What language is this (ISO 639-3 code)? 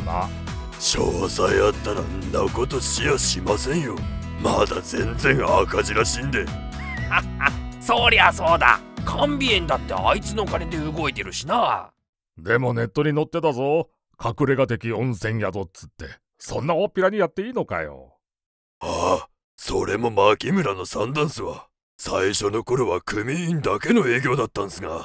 jpn